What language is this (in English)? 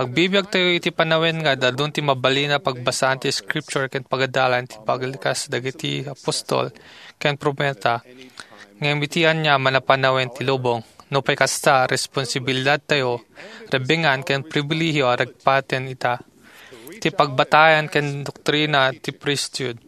Iloko